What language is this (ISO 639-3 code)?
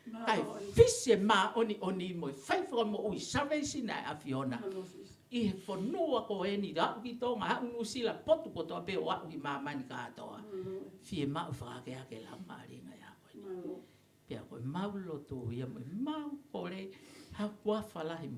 ton